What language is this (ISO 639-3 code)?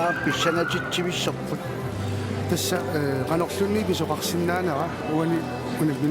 kal